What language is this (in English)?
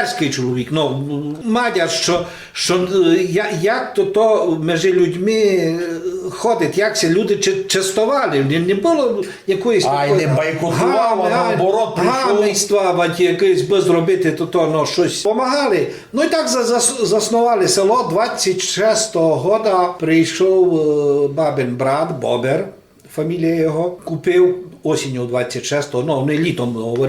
Rusyn